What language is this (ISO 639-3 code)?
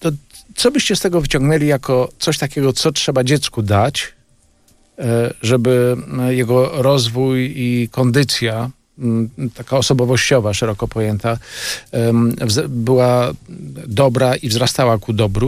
pol